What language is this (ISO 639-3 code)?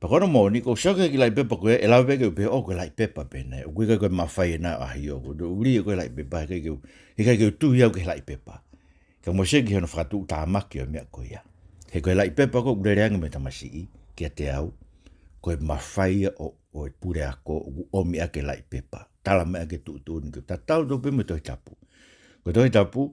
ton